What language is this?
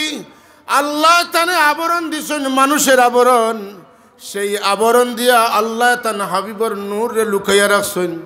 Sylheti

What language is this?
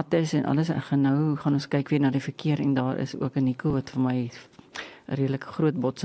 Afrikaans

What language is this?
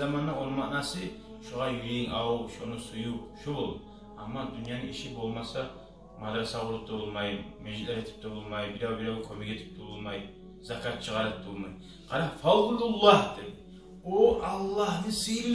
Kumyk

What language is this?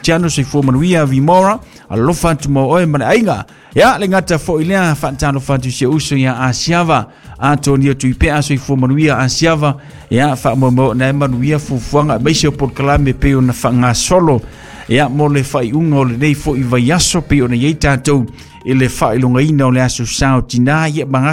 Samoan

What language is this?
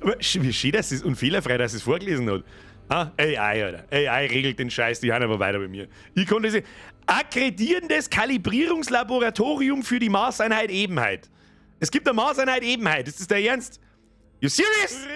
Bavarian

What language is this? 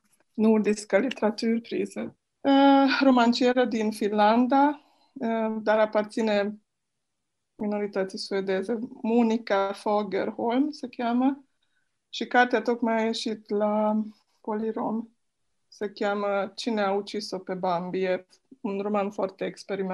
Romanian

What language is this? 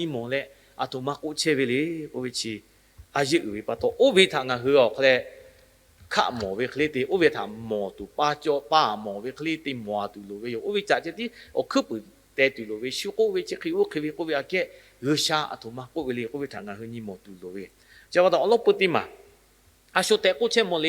Lahu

